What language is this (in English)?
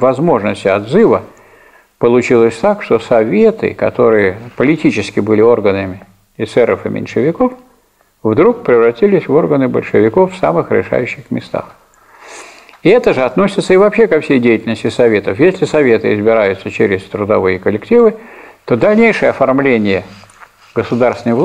Russian